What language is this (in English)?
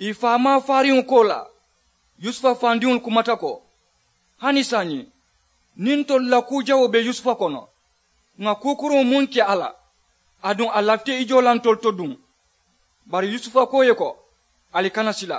Mandingo